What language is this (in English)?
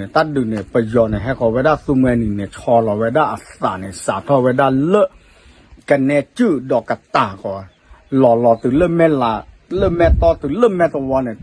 S'gaw Karen